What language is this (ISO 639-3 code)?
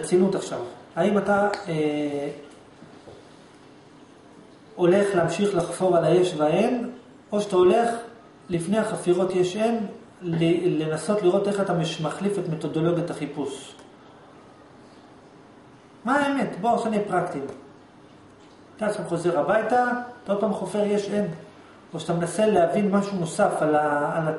heb